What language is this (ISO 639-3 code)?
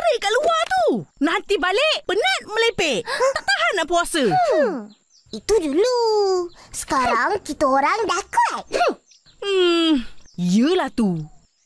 msa